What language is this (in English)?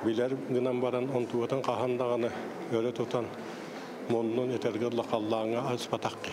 Yakut